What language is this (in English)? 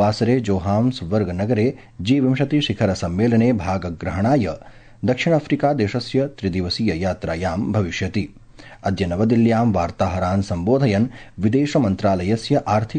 Sanskrit